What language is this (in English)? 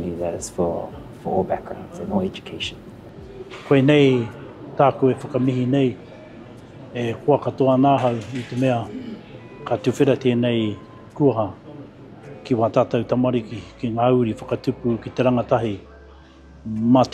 Māori